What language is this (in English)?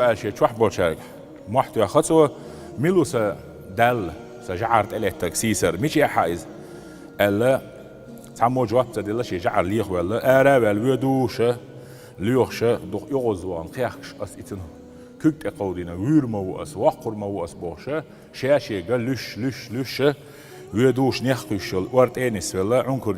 Chechen